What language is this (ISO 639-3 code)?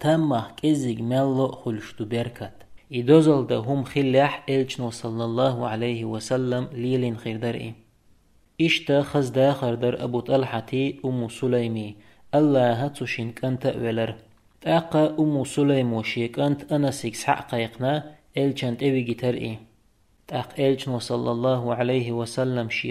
che